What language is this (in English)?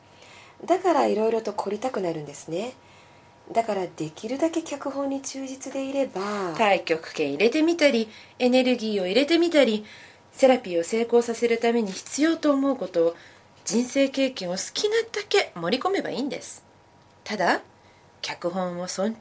Japanese